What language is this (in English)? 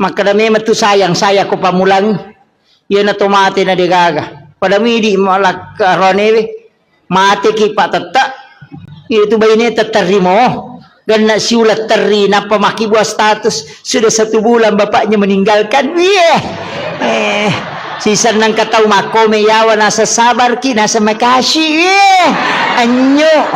Buginese